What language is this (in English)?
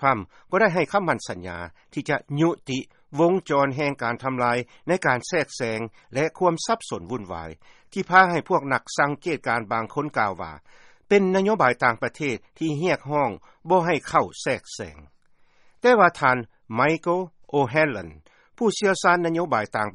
Lao